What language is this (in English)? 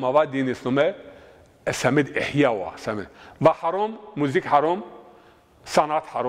Zaza